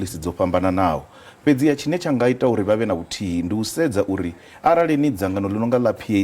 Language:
Venda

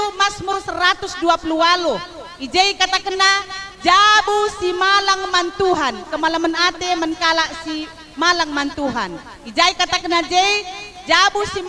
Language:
Batak Karo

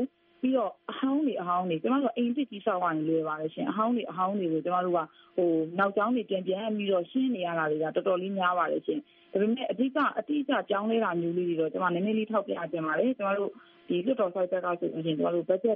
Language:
Burmese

